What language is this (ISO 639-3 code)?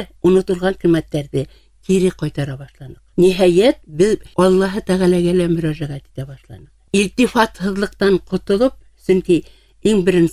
bak